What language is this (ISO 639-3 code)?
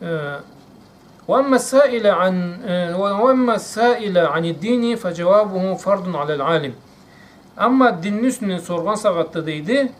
krc